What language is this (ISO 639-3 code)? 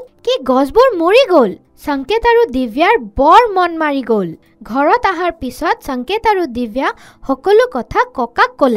asm